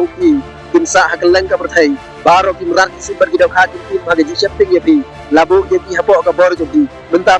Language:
Khasi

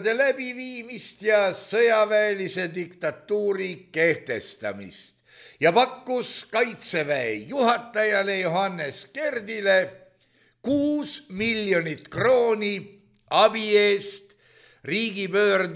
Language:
Estonian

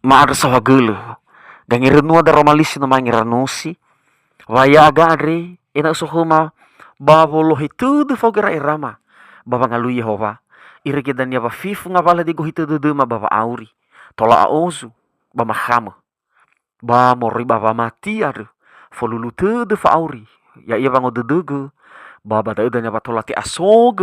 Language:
Nias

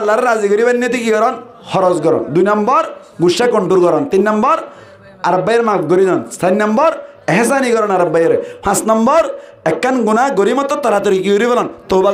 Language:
Rohingya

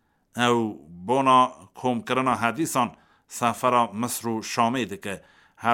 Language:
Kurdish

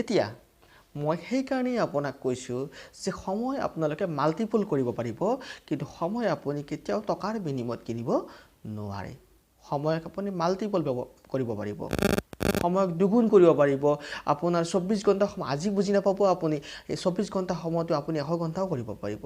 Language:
Assamese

